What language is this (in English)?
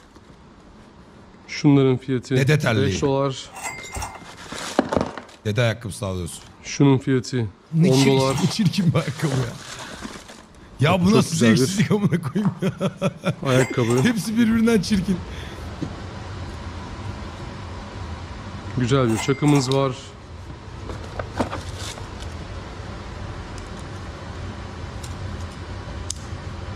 Turkish